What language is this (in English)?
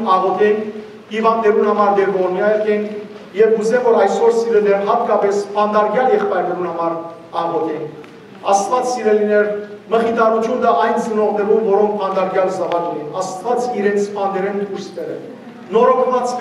Western Armenian